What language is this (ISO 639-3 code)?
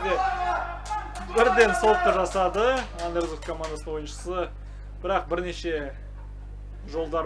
kaz